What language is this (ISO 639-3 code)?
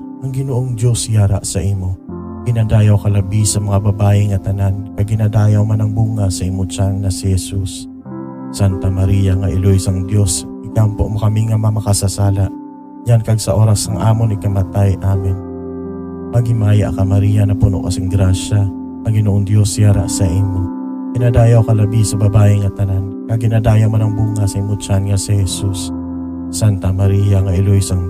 hil